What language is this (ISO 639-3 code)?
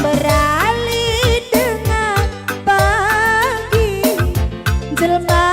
btx